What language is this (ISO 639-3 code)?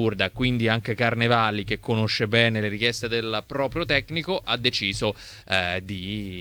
ita